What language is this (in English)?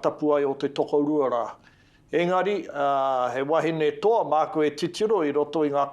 Māori